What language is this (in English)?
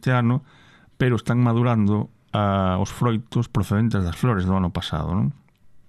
Galician